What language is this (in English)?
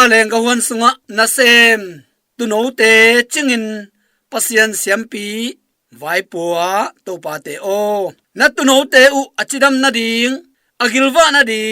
Tedim Chin